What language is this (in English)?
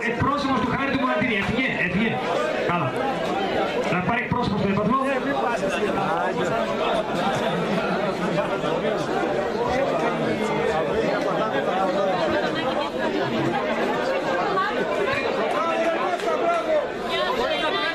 Greek